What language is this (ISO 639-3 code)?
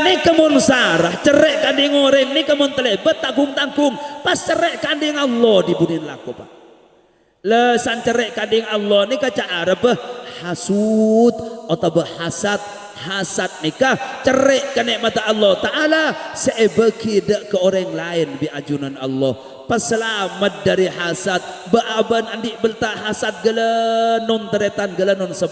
mad